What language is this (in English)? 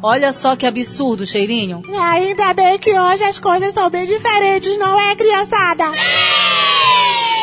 Portuguese